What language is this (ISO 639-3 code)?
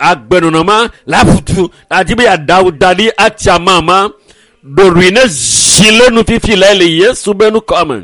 ewe